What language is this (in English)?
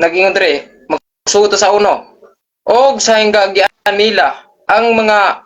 Cebuano